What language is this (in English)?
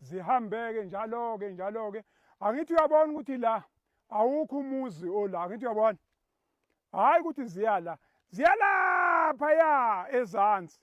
Zulu